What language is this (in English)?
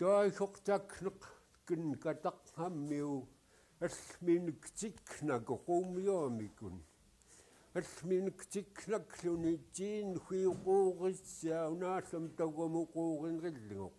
Central Yupik